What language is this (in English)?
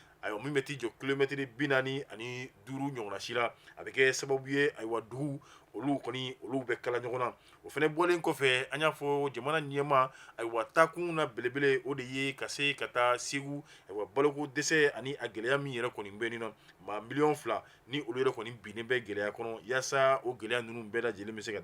Bambara